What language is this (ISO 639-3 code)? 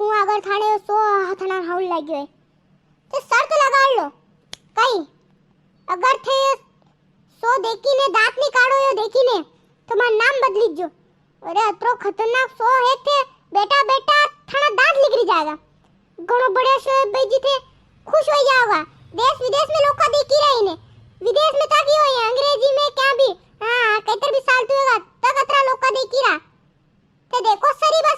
raj